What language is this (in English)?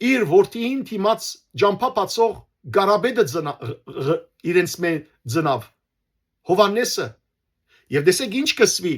Western Armenian